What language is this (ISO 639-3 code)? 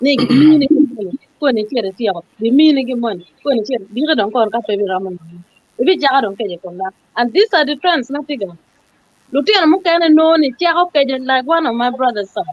ach